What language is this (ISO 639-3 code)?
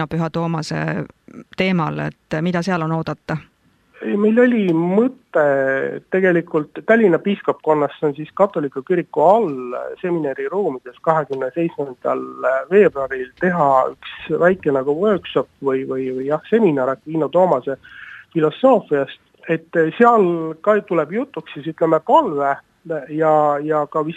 est